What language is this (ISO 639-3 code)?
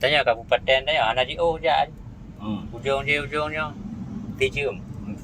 ace